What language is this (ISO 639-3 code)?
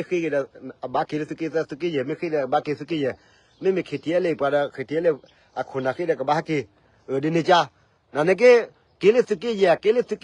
ksw